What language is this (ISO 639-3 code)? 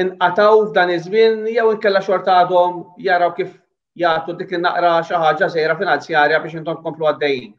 mlt